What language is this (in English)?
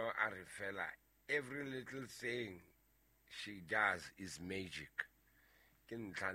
Southern Sotho